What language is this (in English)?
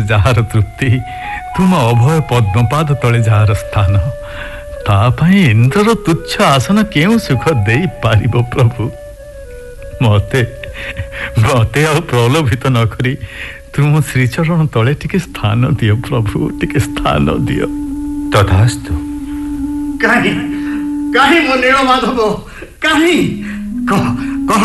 Odia